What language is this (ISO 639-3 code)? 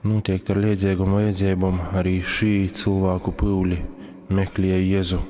ltg